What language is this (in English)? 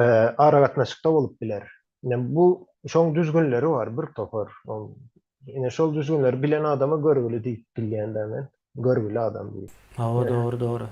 Turkmen